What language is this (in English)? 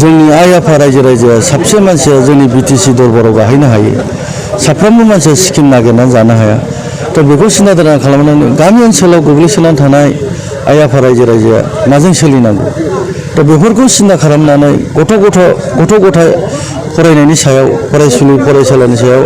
Bodo